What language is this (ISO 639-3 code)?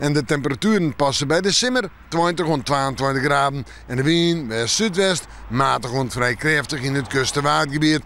fry